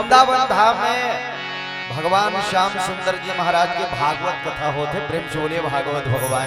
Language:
Chhattisgarhi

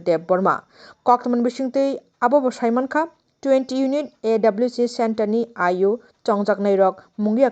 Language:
Kok Borok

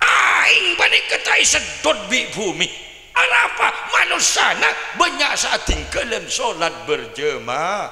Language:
Madurese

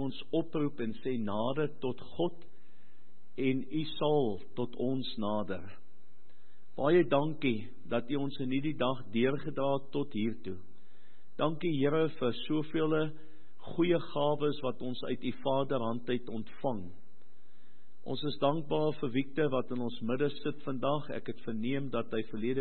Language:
Afrikaans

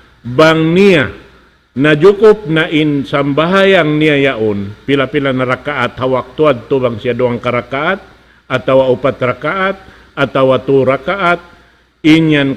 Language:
Tausug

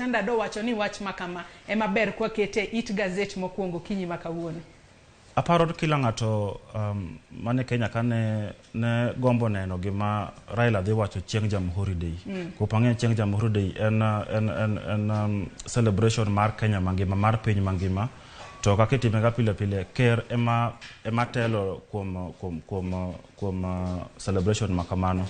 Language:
Luo (Kenya and Tanzania)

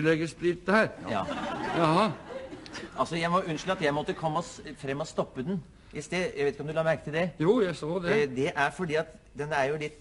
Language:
Norwegian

